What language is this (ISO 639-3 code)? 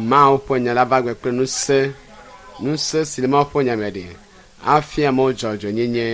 ewe